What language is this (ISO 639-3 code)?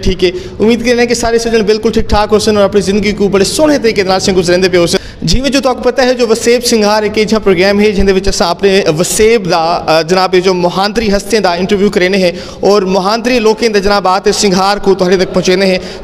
skr